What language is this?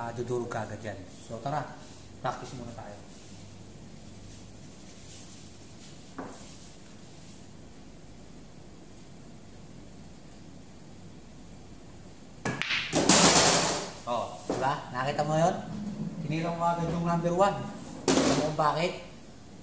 Filipino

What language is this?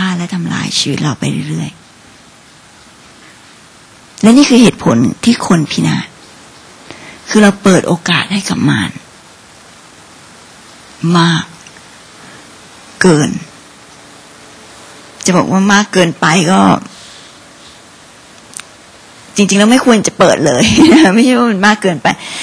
Thai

